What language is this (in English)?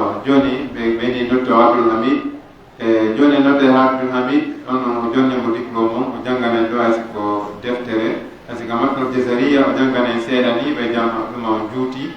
Pular